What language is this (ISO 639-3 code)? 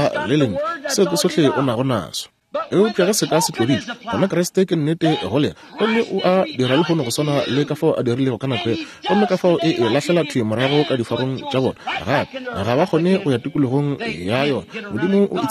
nso